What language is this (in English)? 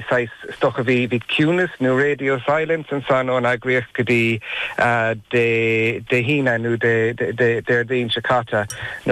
Irish